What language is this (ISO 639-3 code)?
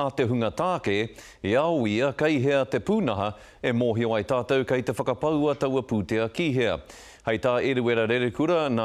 mri